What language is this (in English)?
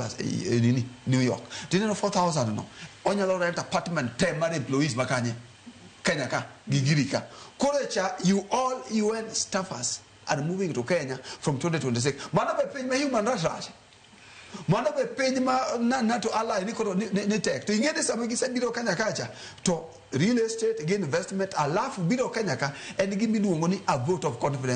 Luo (Kenya and Tanzania)